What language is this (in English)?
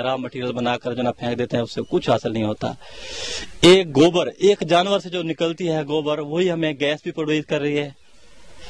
Urdu